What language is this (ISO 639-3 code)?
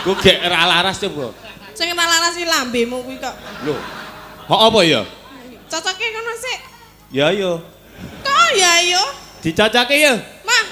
jav